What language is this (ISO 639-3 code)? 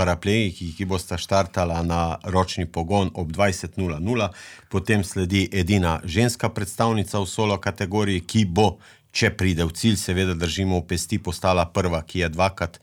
slv